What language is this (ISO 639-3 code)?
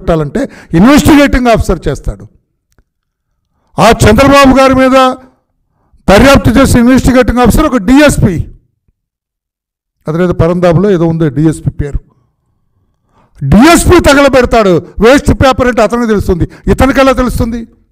tel